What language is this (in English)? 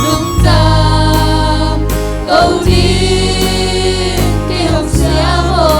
Tedim Chin